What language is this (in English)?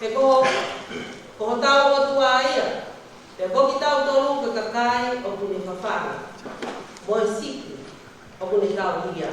Tongan